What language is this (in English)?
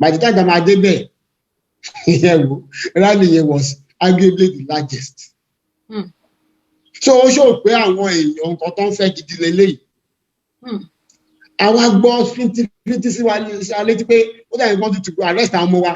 Yoruba